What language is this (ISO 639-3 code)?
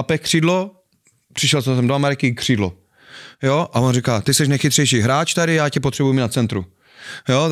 ces